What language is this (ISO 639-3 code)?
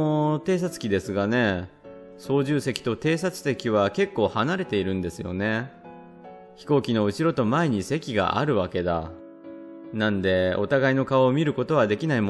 jpn